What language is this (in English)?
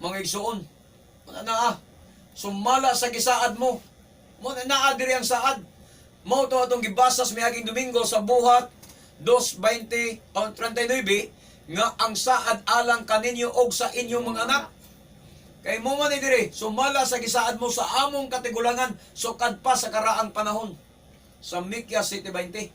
Cebuano